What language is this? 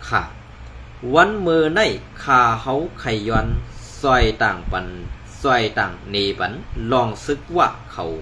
Shan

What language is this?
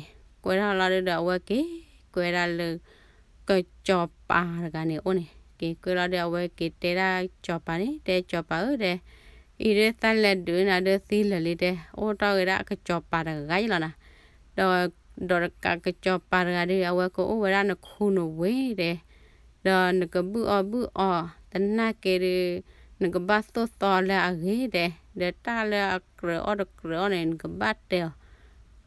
S'gaw Karen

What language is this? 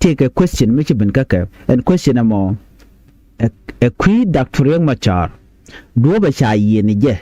Nuer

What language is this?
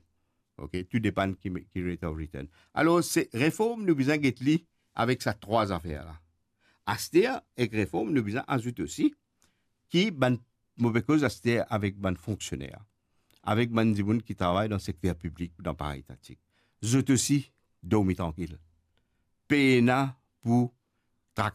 Morisyen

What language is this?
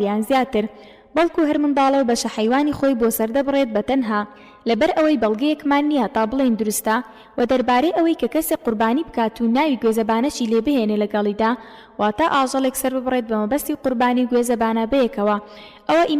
Central Kurdish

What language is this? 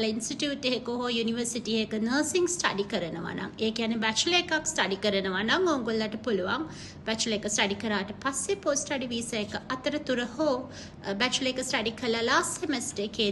Sinhala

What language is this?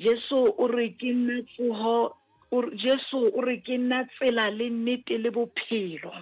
Southern Sotho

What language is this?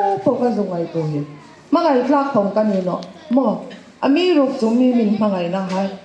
Hmar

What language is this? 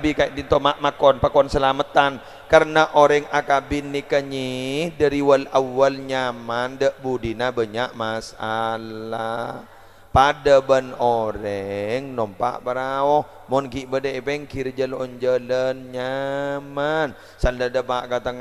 Madurese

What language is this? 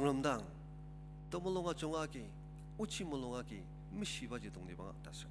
Ao Naga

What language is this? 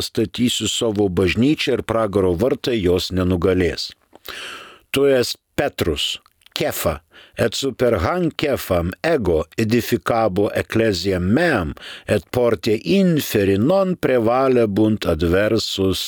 Lithuanian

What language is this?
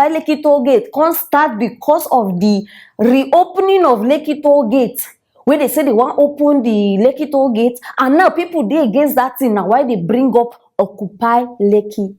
Nigerian Pidgin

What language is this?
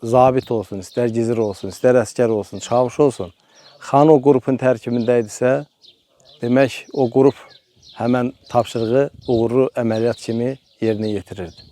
Azerbaijani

